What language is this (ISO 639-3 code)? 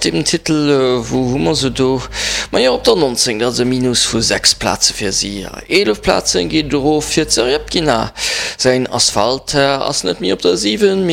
ltz